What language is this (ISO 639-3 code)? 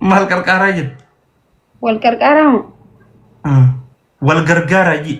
orm